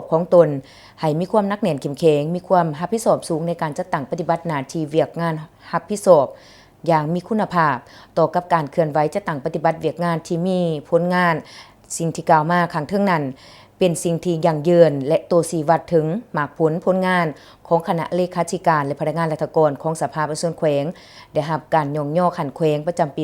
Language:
Lao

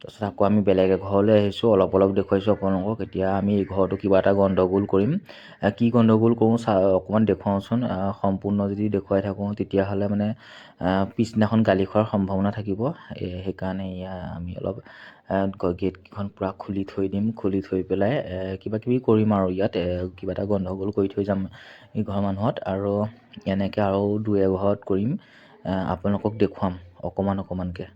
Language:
Assamese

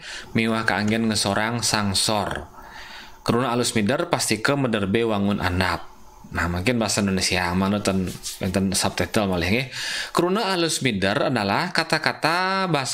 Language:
Balinese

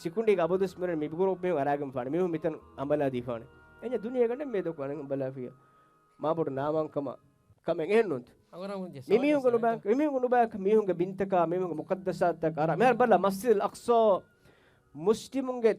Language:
Divehi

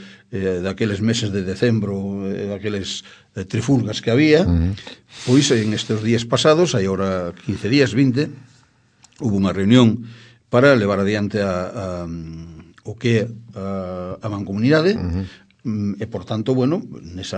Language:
Galician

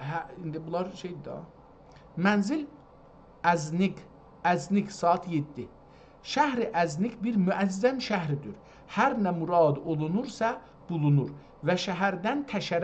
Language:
South Azerbaijani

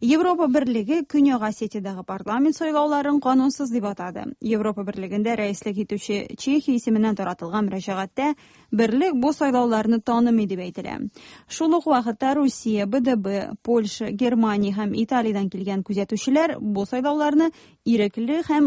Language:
Tatar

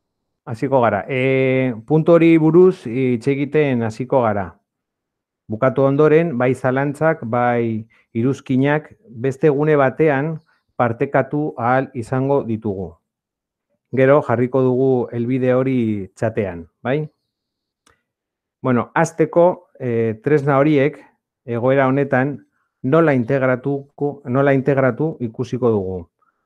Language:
Basque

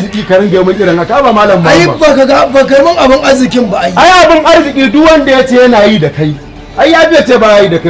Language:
Hausa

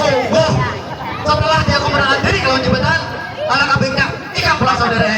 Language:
Banjar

